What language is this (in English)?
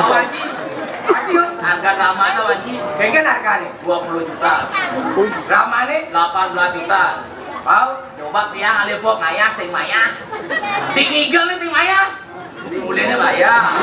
Balinese